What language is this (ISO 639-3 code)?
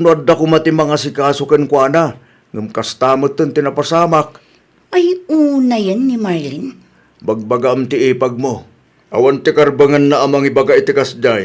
ilo